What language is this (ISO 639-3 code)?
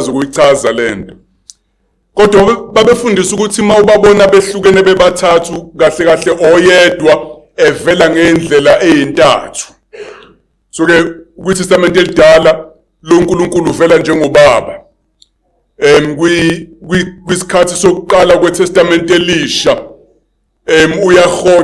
zul